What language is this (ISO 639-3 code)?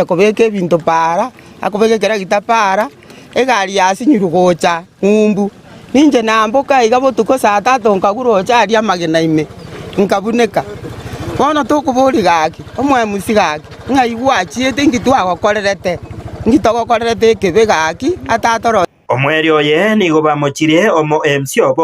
guz